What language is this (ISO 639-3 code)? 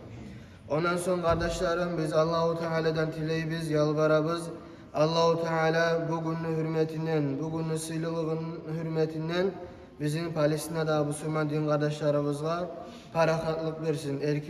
kum